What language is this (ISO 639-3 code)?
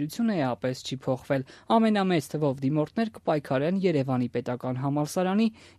hye